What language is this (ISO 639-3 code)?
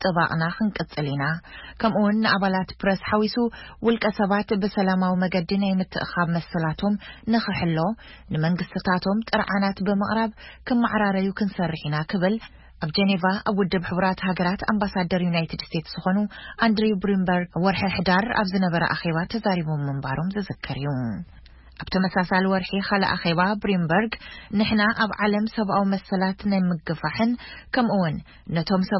tir